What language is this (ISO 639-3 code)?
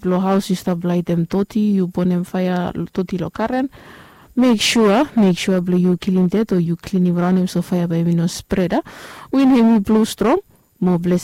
bis